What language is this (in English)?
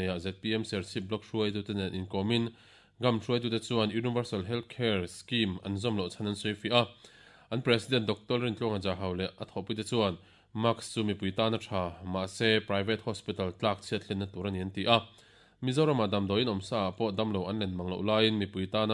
Mizo